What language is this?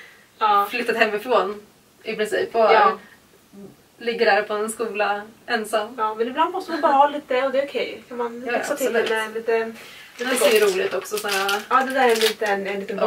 Swedish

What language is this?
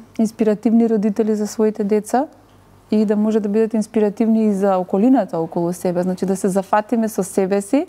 Macedonian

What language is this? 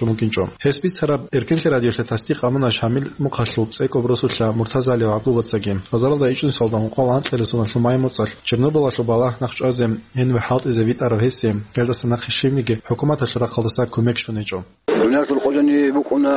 Avaric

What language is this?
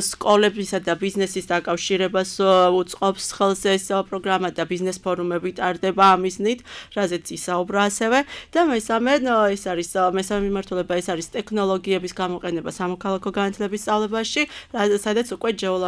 Georgian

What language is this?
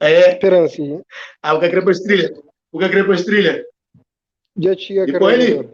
Kabuverdianu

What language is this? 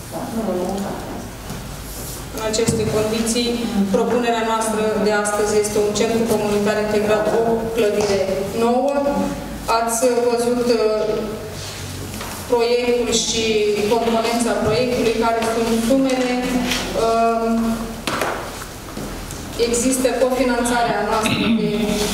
Romanian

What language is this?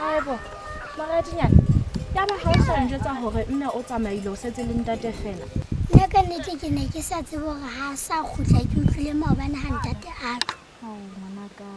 Southern Sotho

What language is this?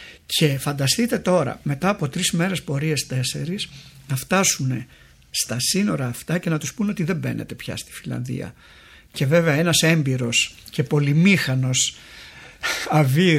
Greek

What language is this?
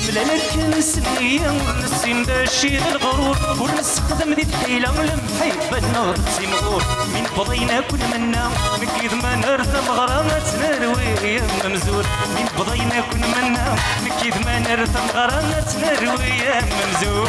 Kabyle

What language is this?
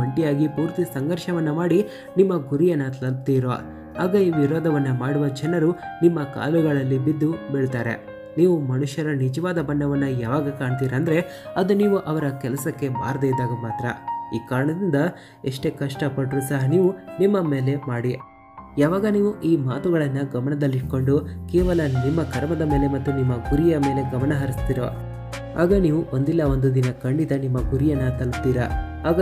Kannada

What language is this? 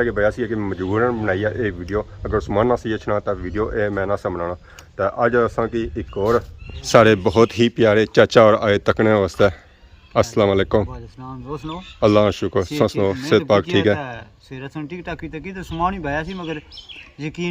Pahari-Potwari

